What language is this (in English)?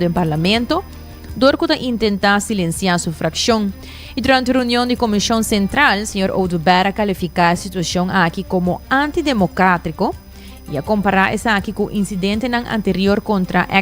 Papiamento